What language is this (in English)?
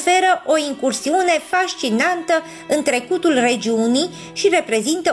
Romanian